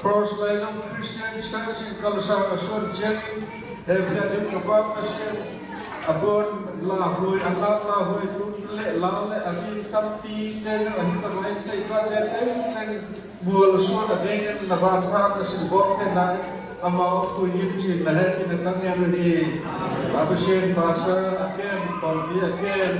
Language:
Tedim Chin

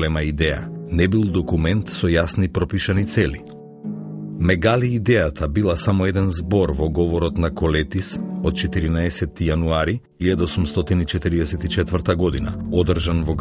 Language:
Macedonian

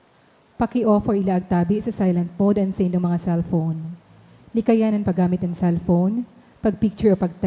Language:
Bikol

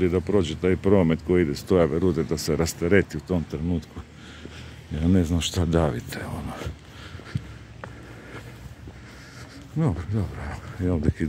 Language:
Croatian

